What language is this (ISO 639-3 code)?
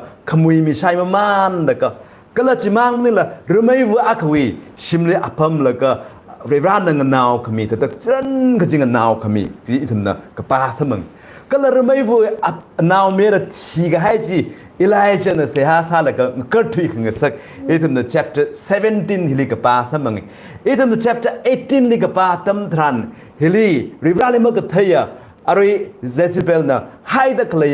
nmf